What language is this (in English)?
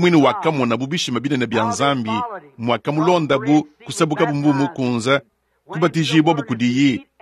Luba-Lulua